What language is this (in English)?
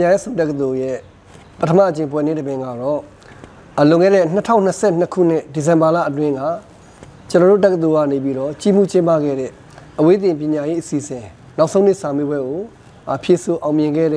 Kachin